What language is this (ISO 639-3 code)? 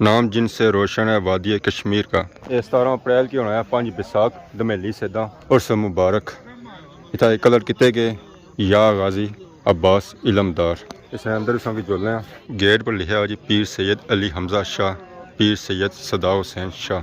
phr